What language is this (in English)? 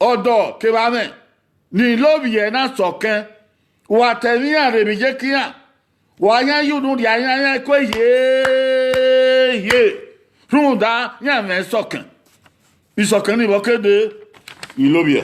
Bini